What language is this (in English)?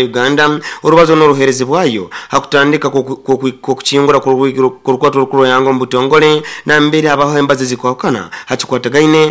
Nyoro